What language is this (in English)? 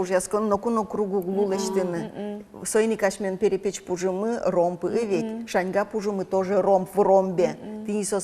Udmurt